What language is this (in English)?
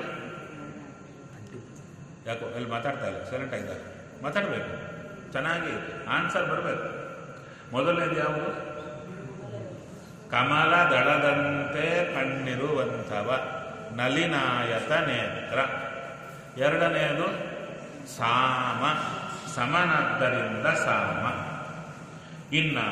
Kannada